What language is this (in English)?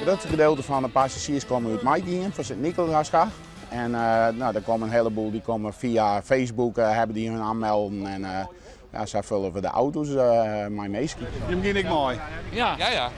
Western Frisian